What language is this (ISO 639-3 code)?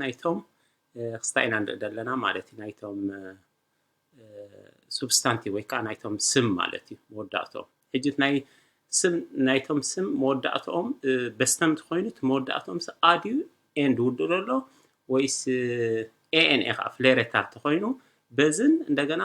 tir